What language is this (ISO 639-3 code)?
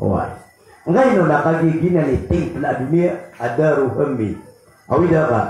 mrw